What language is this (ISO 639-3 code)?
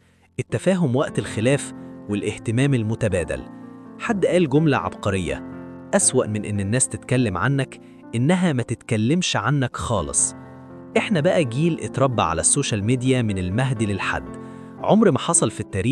arz